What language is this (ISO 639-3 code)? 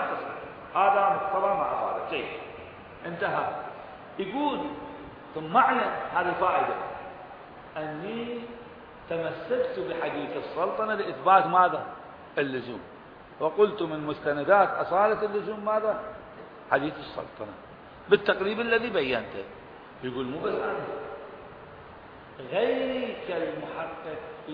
ara